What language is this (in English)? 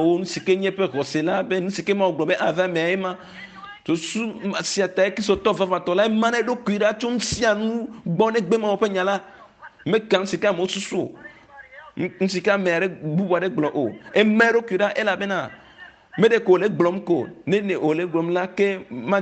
Ewe